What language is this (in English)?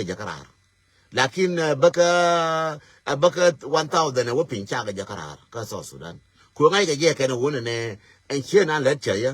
Nuer